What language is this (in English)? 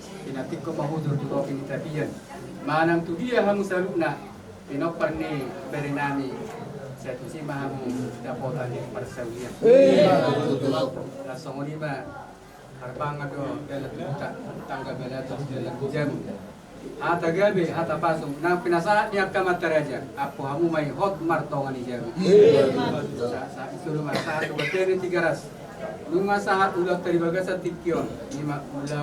Batak Toba